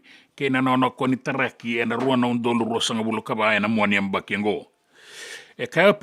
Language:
Fijian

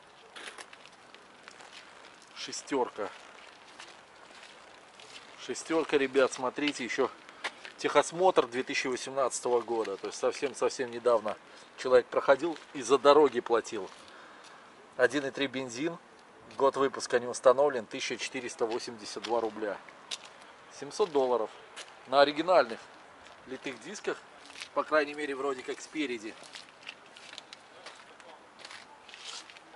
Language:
Russian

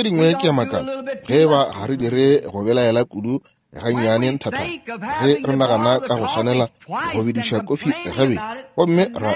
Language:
Northern Sotho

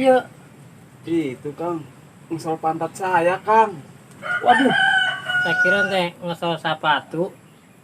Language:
Betawi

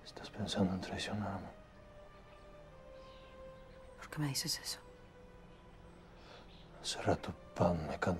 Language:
Spanish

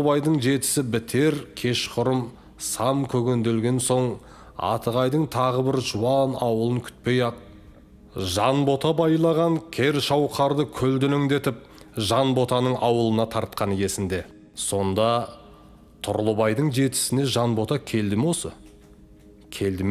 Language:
Kazakh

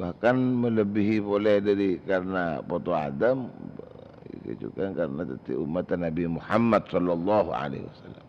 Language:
Madurese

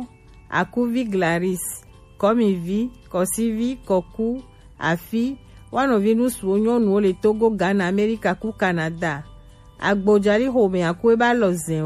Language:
Gen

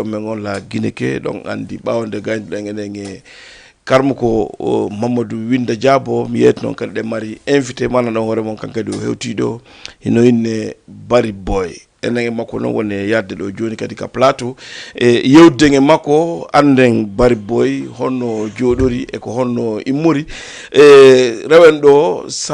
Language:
Fula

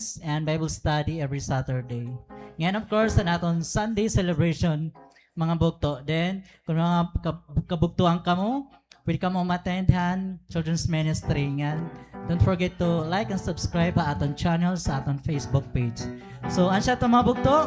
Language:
Waray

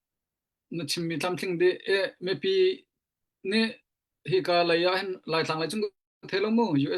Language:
Hakha Chin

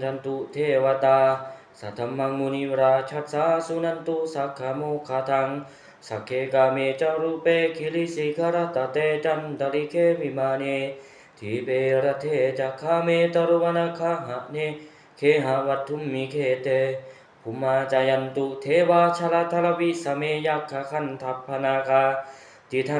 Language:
Pali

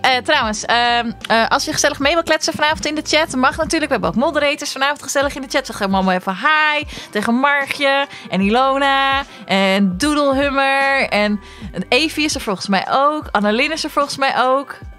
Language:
Dutch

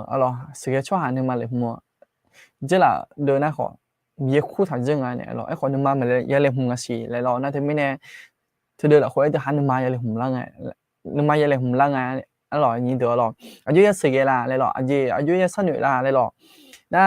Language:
Akha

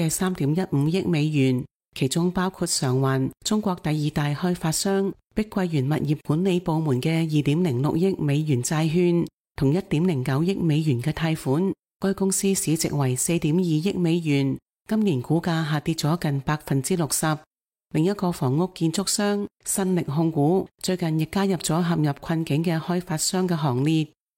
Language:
Cantonese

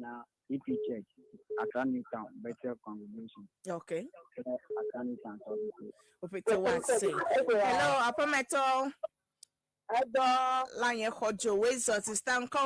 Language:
Ewe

